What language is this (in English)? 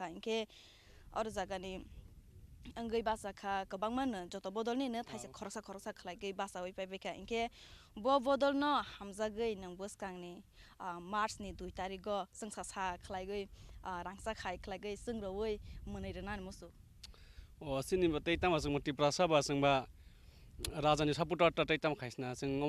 Kok Borok